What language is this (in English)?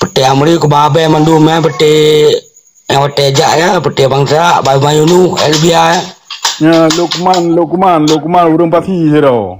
Achinese